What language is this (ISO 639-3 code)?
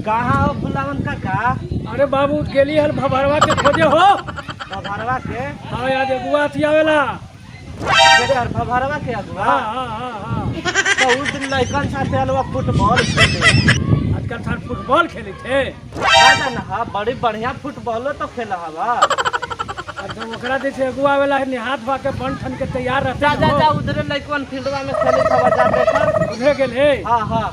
mag